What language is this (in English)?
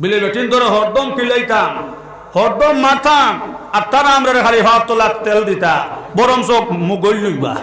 Sylheti